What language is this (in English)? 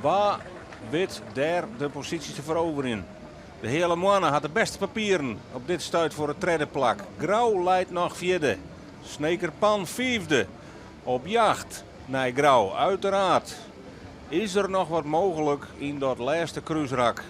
Western Frisian